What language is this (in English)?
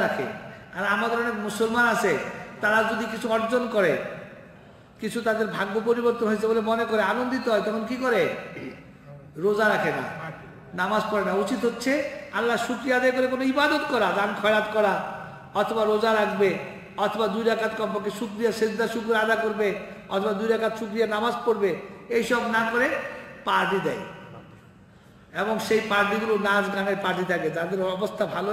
Bangla